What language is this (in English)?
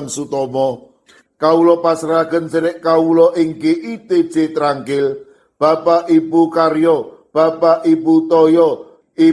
Javanese